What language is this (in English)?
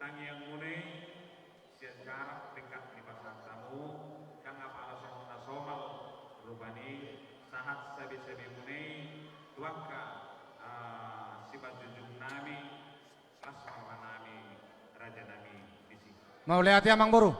Batak Toba